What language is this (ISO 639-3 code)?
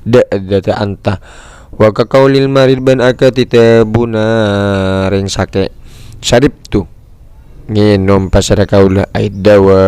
mad